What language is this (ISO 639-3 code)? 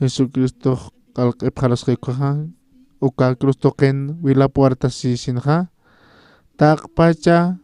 aym